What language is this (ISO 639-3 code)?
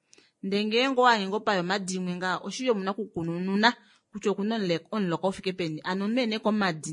kua